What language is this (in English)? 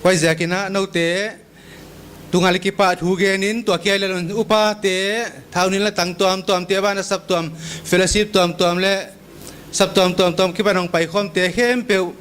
Paite Chin